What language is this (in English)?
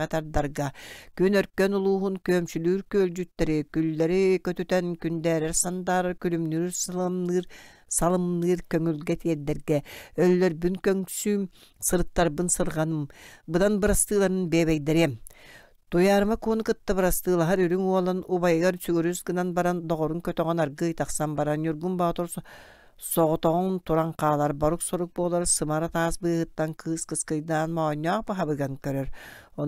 Yakut